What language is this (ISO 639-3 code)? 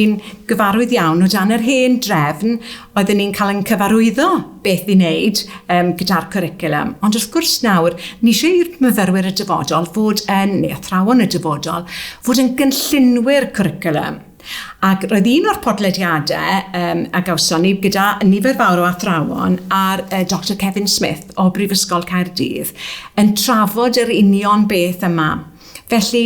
cym